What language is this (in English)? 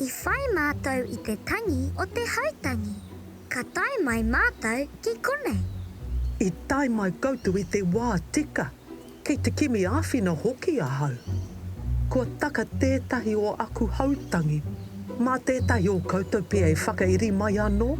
Māori